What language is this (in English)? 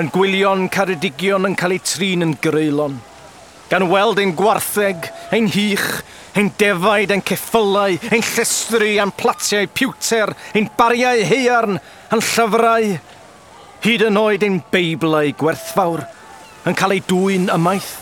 Welsh